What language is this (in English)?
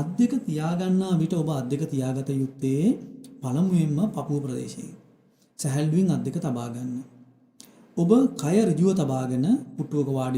Sinhala